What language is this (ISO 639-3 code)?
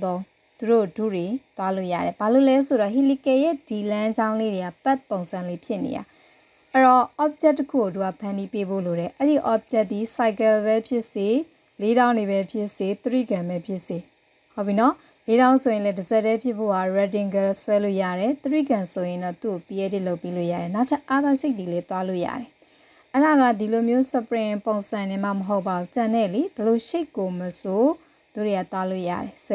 mya